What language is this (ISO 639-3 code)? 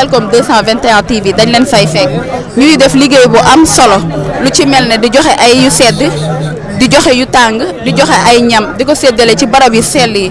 wol